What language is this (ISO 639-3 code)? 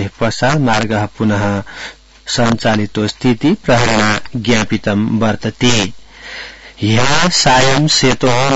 san